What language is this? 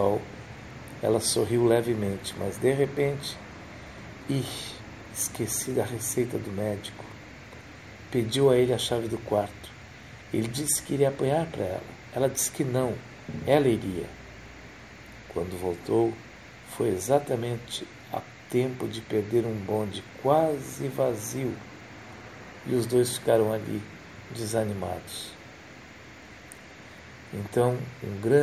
Portuguese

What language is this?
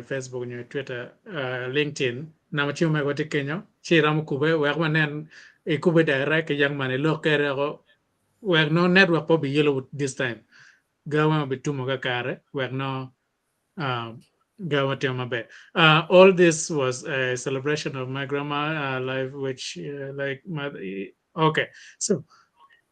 Acoli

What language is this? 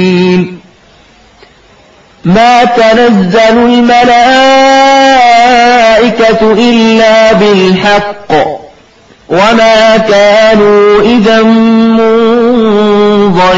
Arabic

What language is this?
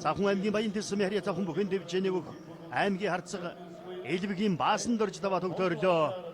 Mongolian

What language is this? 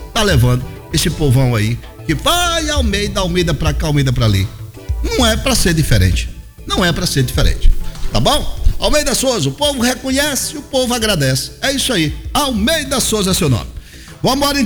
Portuguese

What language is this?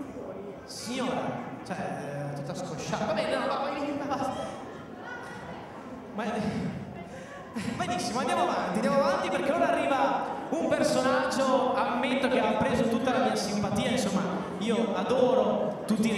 Italian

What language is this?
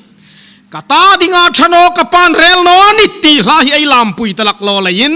Hmar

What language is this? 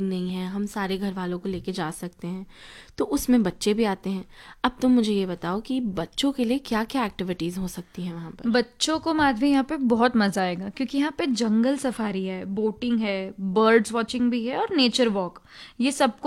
Hindi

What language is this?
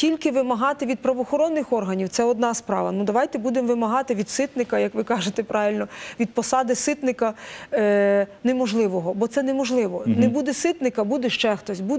Ukrainian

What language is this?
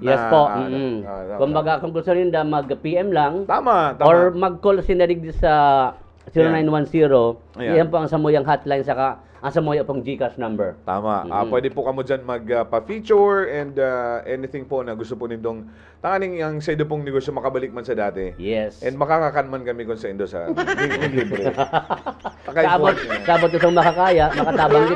Bikol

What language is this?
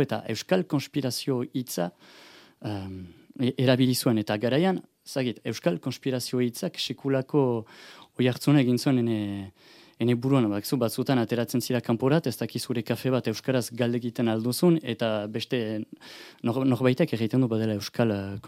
Basque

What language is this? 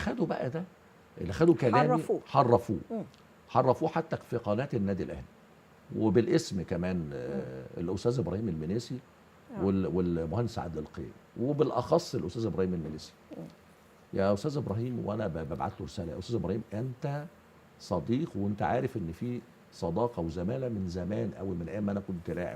Egyptian Arabic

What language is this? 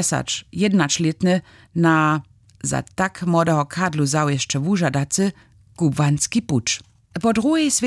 Upper Sorbian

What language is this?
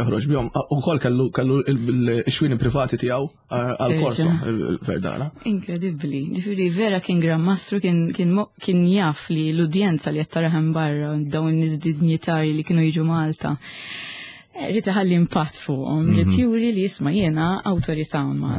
Maltese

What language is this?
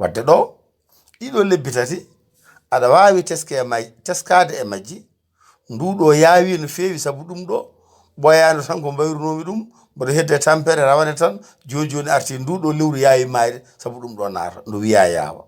Fula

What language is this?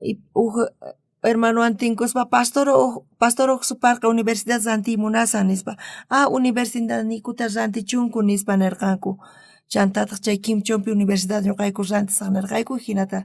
South Bolivian Quechua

